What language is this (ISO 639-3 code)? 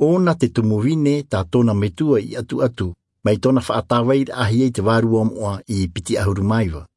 tah